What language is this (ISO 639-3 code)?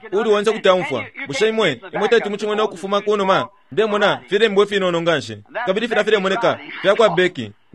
bem